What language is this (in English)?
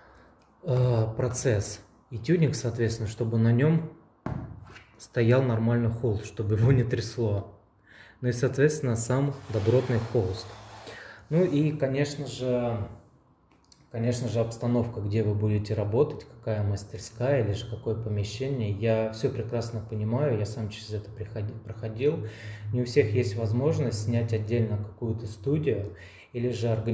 Russian